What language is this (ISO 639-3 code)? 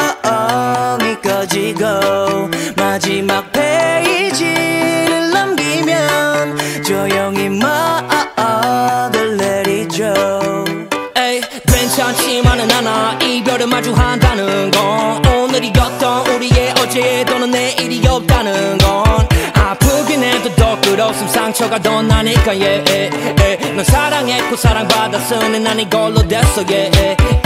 kor